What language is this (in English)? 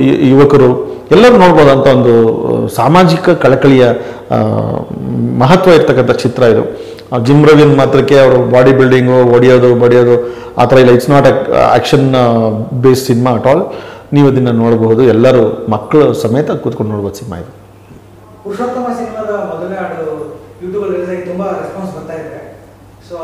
Kannada